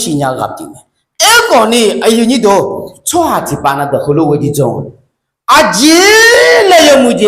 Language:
Akha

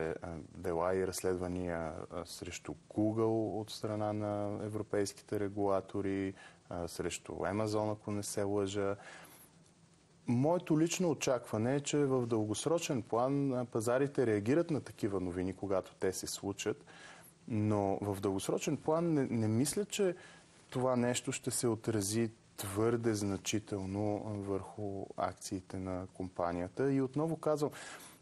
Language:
Bulgarian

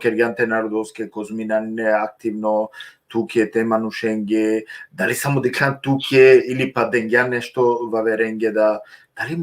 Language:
Balkan Romani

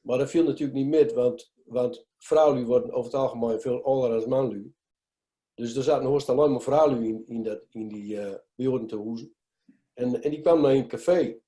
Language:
Gronings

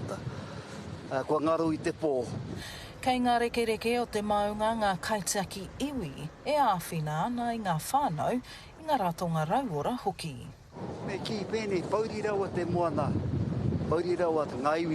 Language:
Māori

